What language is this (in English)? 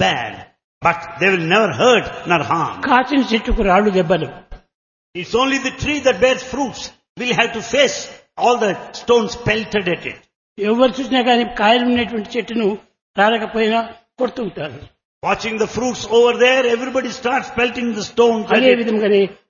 Telugu